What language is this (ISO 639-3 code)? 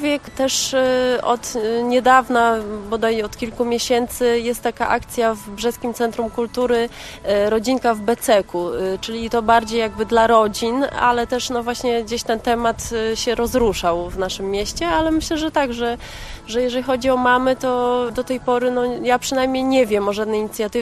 pol